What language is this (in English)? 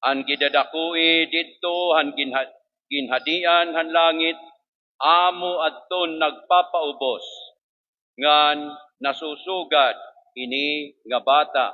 Waray